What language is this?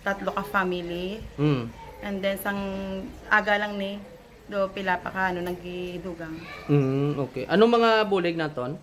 Hiligaynon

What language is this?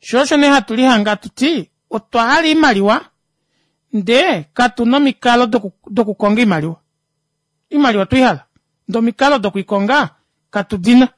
Kuanyama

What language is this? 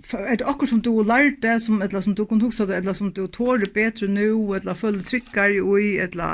Faroese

